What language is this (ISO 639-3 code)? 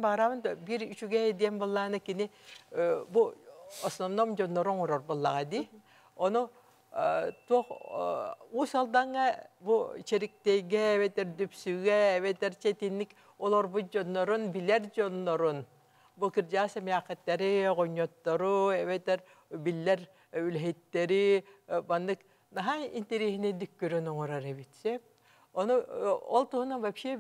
sah